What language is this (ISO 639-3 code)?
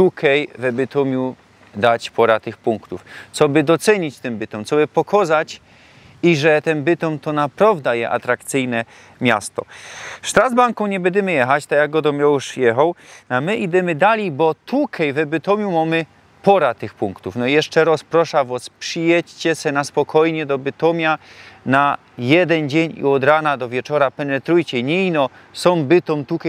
szl